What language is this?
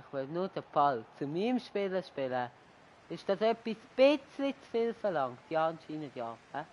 Swiss German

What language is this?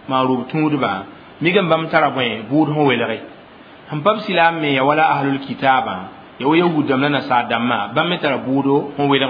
Mossi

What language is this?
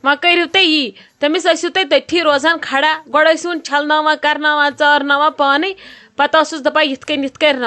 Kashmiri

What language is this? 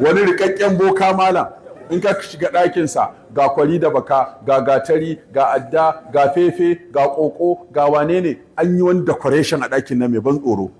Hausa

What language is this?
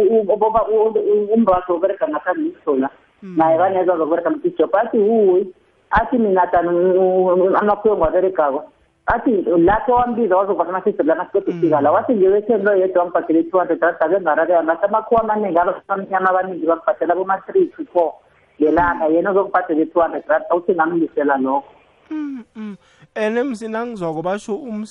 South Ndebele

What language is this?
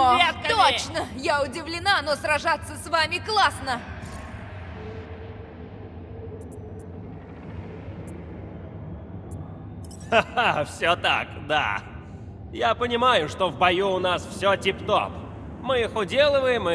Russian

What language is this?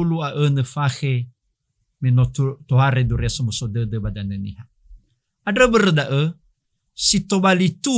Nias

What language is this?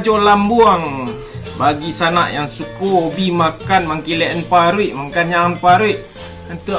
Minangkabau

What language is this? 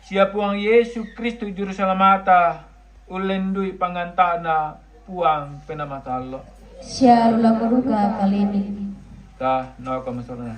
Toraja-Sa'dan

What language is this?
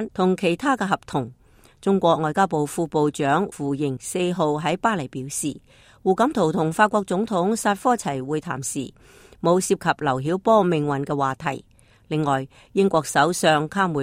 Cantonese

